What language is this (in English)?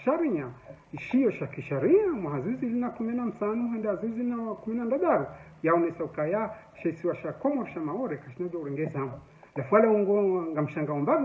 Ngazidja Comorian